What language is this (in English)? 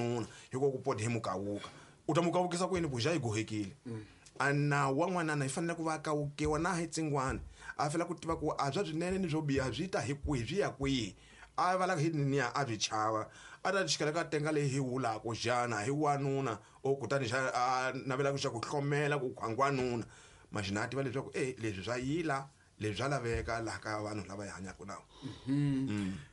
Tsonga